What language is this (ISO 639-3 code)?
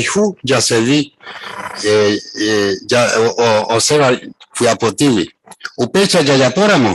grn